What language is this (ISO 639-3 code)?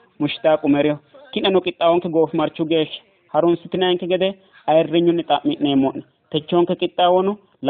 sid